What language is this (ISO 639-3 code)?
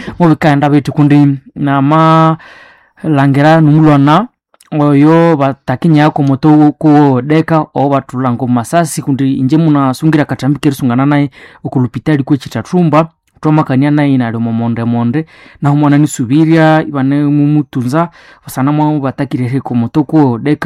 nnb